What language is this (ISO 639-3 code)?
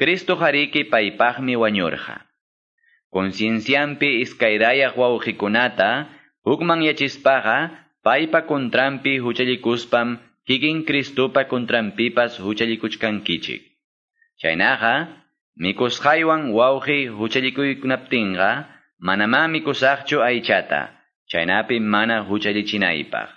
que